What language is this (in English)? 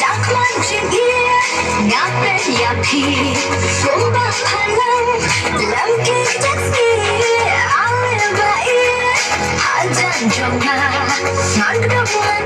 Khasi